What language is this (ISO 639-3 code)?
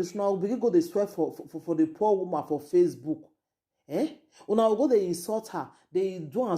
pcm